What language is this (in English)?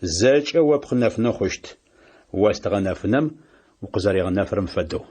Adyghe